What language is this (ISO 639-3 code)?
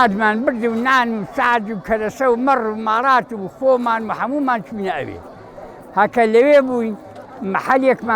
ckb